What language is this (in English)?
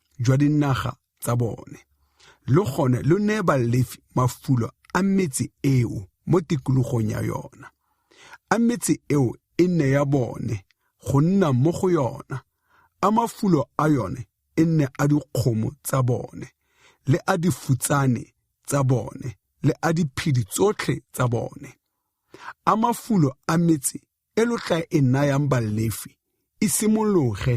Tswana